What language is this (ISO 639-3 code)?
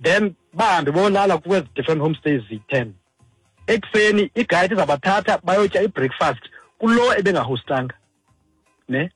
xho